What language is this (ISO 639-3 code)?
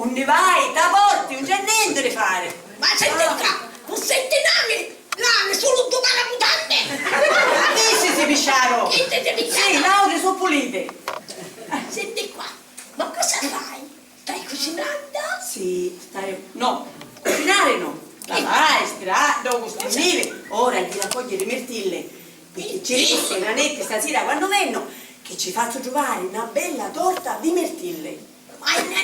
scn